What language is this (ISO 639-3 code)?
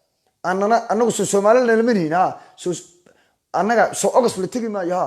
som